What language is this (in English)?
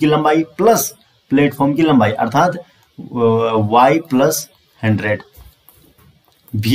Hindi